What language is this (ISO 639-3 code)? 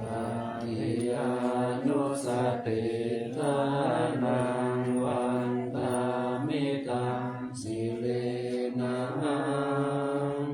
pli